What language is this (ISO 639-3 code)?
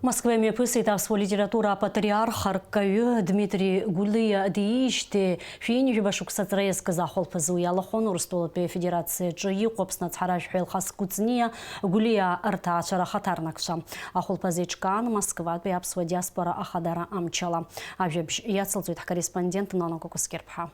abk